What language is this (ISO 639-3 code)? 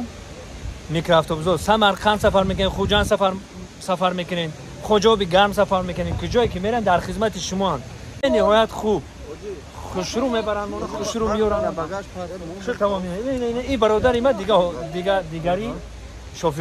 tgk